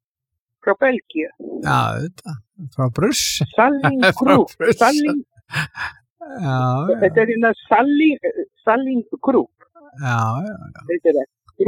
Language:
Icelandic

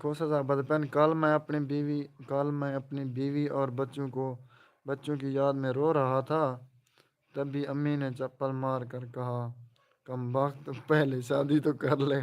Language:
Saraiki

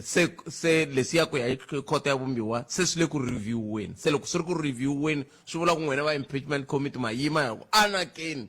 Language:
Tsonga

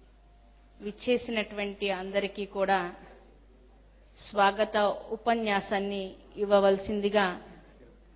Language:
Telugu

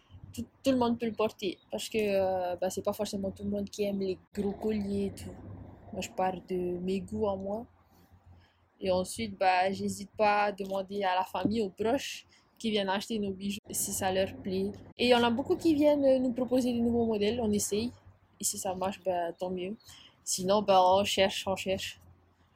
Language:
French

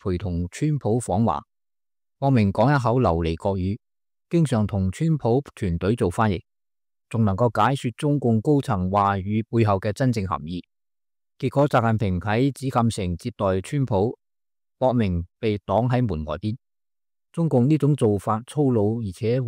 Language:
Cantonese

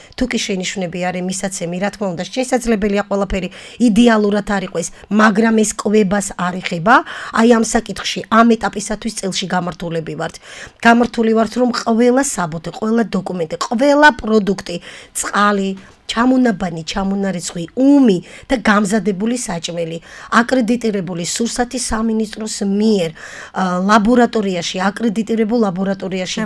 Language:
Georgian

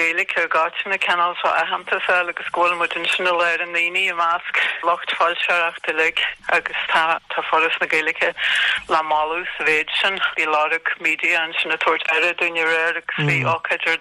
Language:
Irish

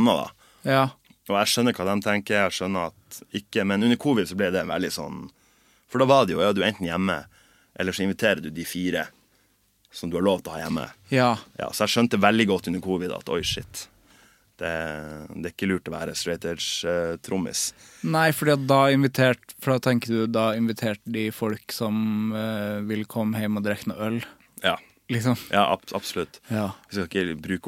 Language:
Norwegian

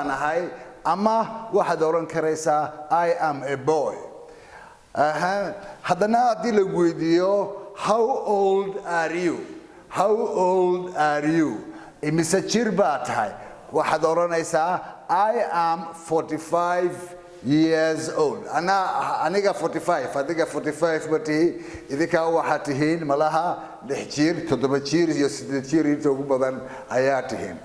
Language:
Somali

